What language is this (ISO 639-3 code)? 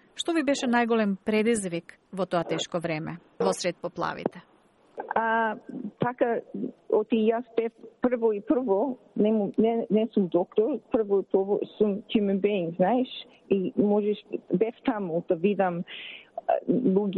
mkd